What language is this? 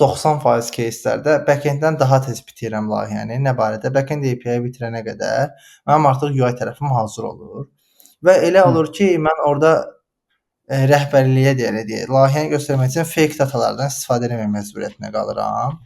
Azerbaijani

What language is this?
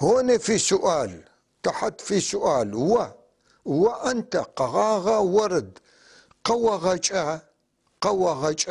North Levantine Arabic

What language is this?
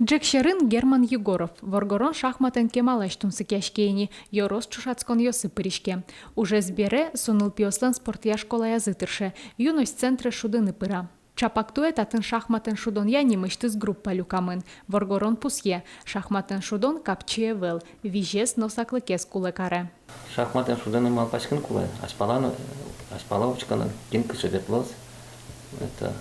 Udmurt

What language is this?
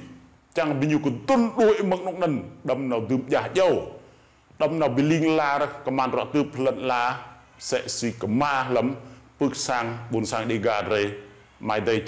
Rade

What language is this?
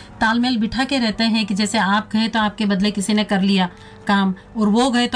Hindi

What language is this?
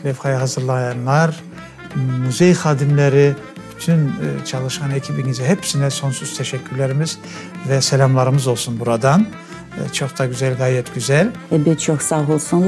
Crimean Tatar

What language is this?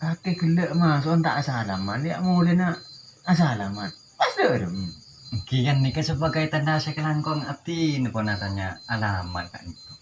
Madurese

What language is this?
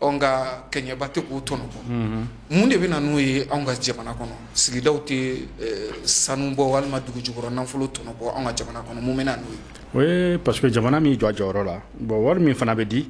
Bambara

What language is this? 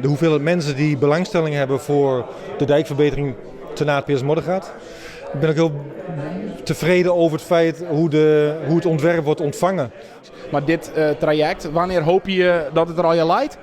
Western Frisian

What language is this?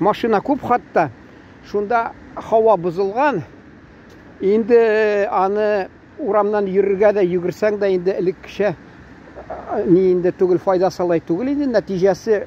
Tatar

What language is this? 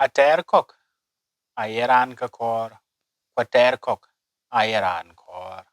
Dinka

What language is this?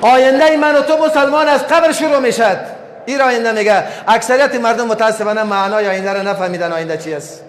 Persian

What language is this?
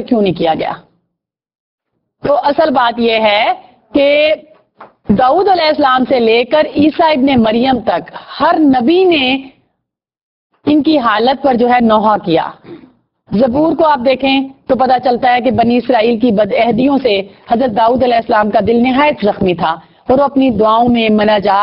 Urdu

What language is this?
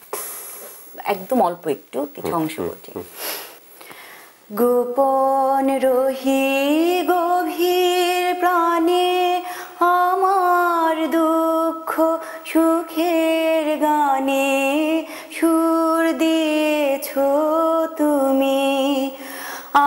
Bangla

